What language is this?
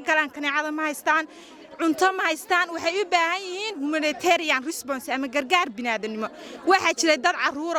Somali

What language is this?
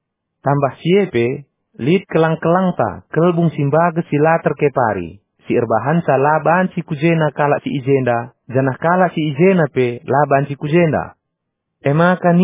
Batak Karo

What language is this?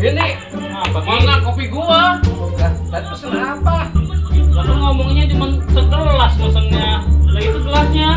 Betawi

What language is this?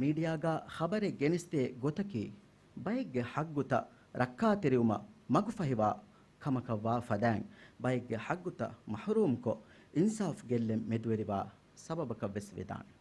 Divehi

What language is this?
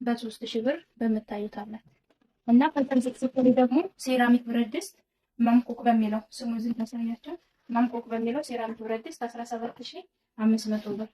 Amharic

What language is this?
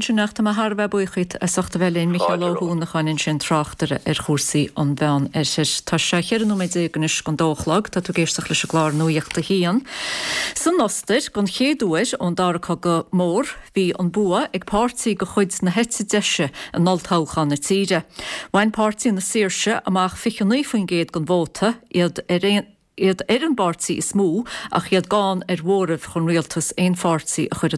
Irish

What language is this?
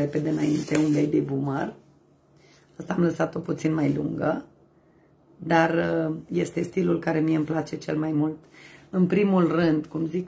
Romanian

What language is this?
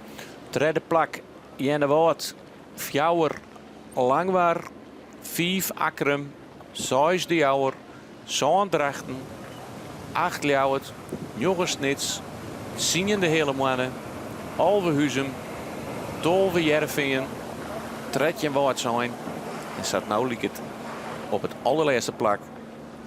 Western Frisian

